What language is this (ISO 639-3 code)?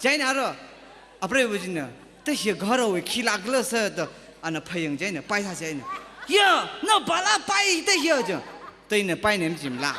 nmf